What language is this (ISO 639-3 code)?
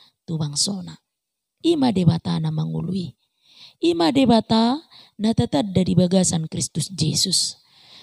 bbc